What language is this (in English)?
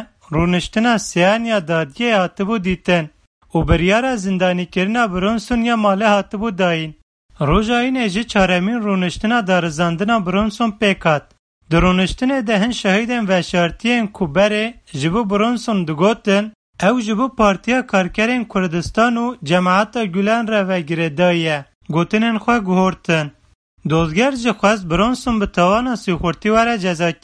Kurdish